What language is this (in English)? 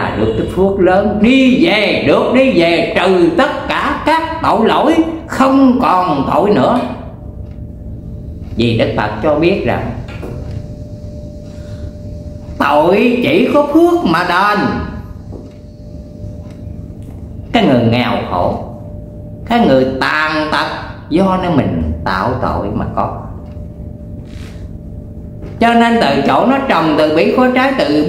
Vietnamese